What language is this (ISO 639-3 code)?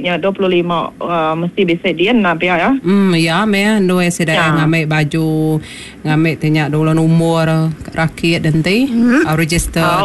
iba